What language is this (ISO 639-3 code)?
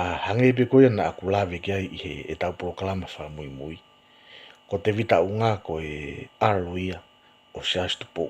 ton